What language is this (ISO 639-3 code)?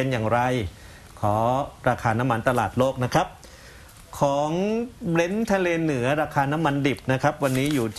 tha